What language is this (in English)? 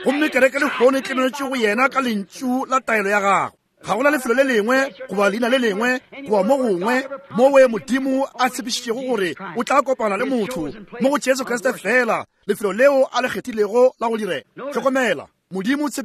Northern Sotho